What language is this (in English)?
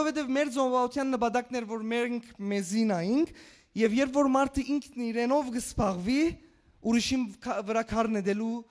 Western Armenian